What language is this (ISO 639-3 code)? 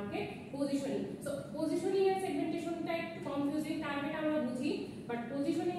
ben